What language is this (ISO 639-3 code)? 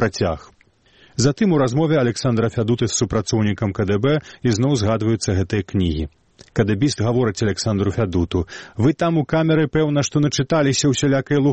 bel